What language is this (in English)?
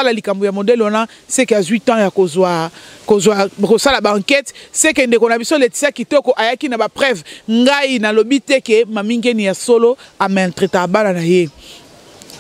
Lingala